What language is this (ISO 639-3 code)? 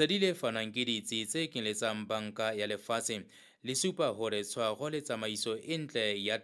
sot